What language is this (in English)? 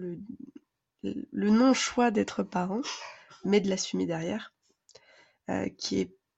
French